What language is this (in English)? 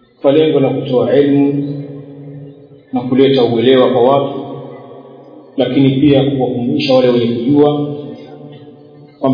Swahili